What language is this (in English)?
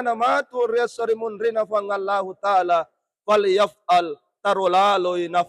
Buginese